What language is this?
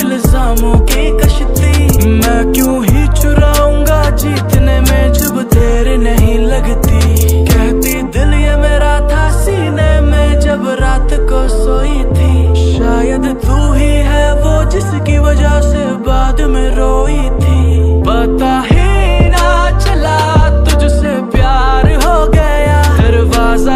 Hindi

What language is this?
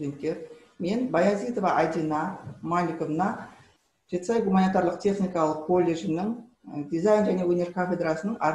Kazakh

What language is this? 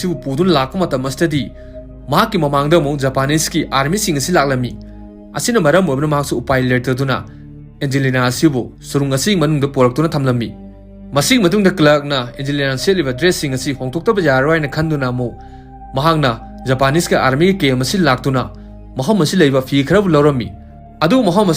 Manipuri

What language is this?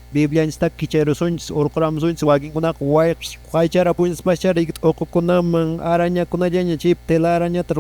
Quechua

